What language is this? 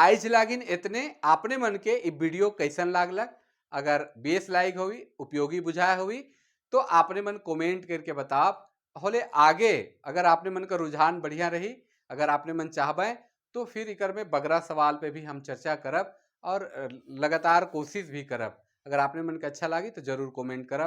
Sadri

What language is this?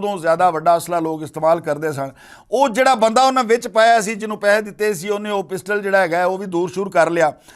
Western Panjabi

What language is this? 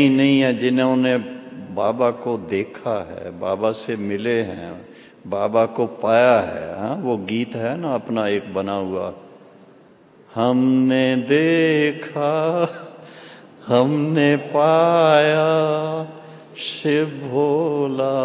Hindi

